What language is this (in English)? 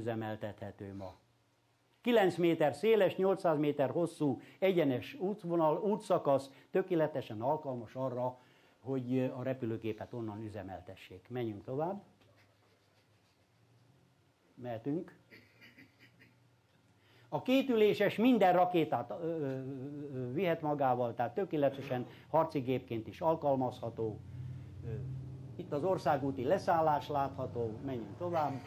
Hungarian